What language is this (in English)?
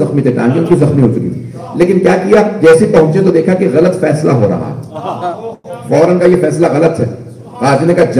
Urdu